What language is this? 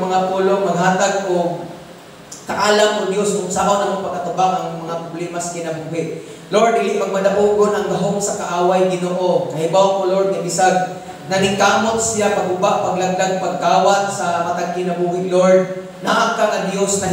Cebuano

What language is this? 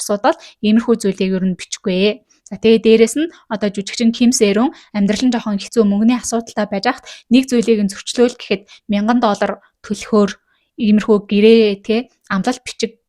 Mongolian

